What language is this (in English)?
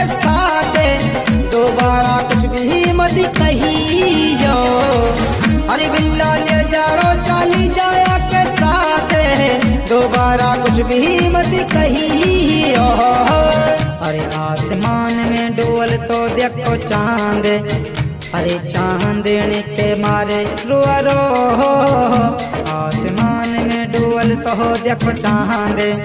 Haryanvi